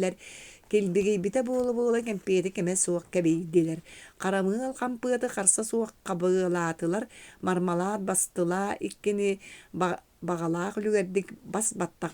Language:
Yakut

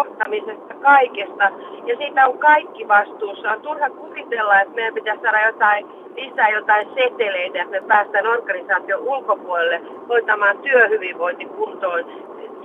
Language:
Finnish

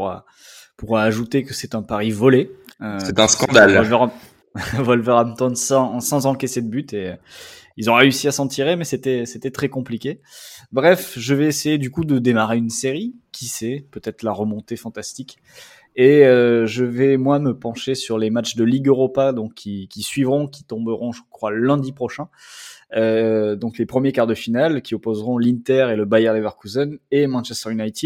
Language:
French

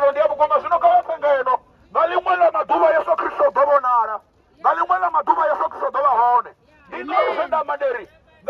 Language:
Venda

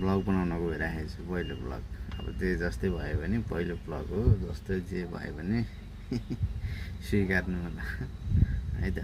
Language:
Nepali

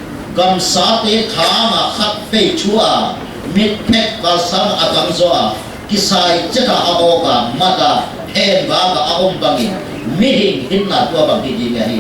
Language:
Paite Chin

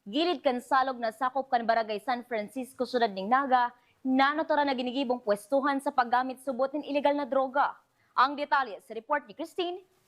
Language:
Bikol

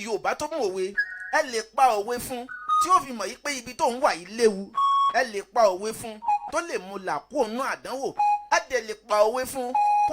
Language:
Yoruba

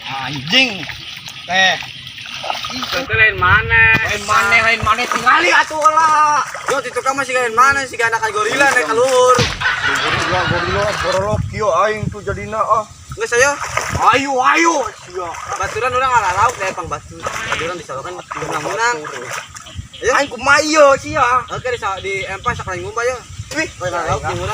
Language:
Sundanese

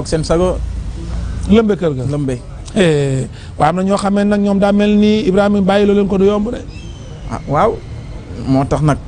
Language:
Wolof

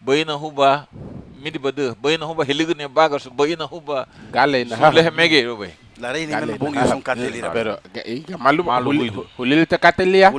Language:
Garifuna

